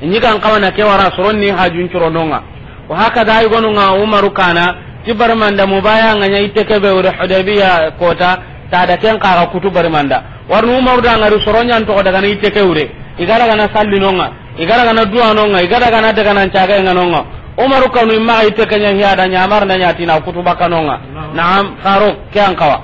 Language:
Soninke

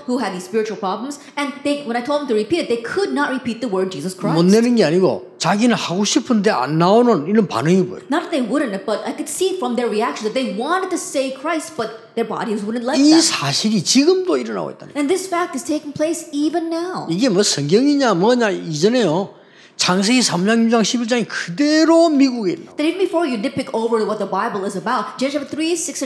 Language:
Korean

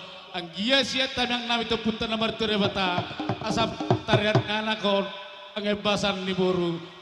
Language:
Batak Toba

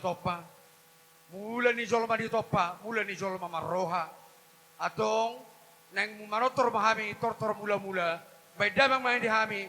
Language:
Batak Toba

